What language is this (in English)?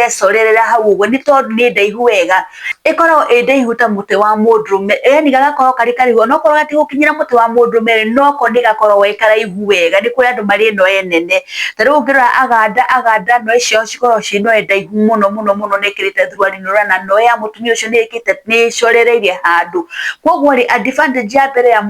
Kikuyu